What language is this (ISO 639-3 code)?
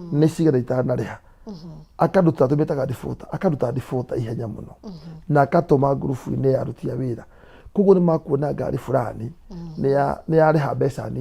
kik